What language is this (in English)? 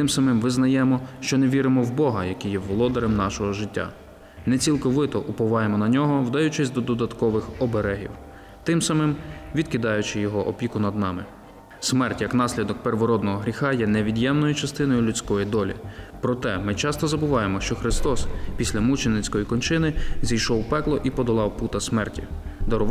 Ukrainian